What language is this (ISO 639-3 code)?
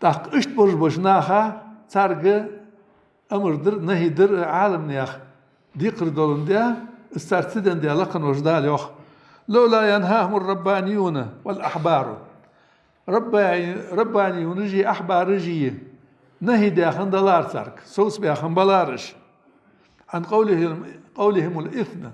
inh